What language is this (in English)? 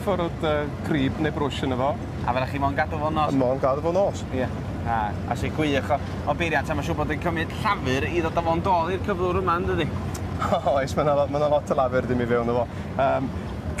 Welsh